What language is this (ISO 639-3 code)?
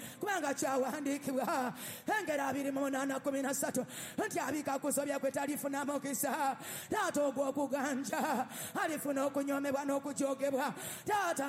lug